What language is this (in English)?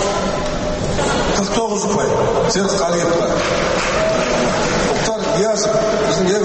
Kazakh